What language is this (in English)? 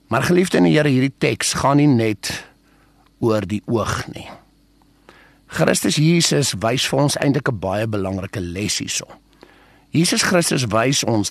Afrikaans